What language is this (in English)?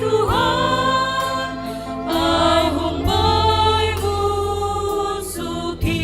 Batak Simalungun